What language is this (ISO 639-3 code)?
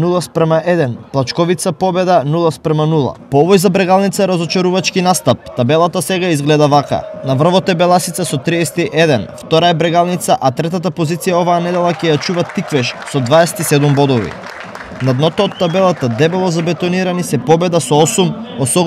mkd